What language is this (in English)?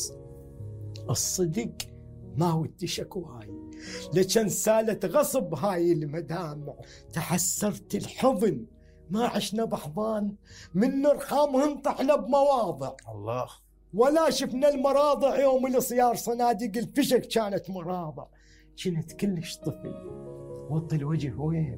Mesopotamian Arabic